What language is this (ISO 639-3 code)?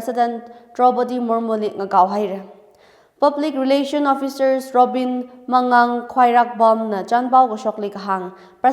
nmf